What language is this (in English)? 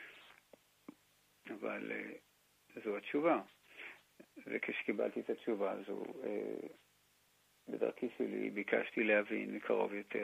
Hebrew